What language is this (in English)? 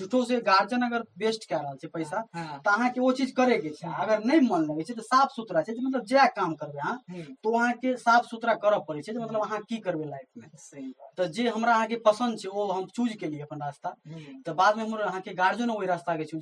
Maithili